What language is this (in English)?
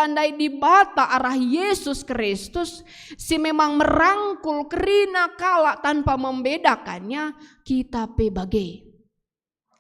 Batak Karo